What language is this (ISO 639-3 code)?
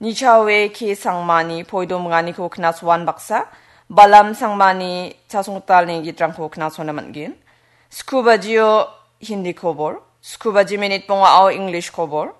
grt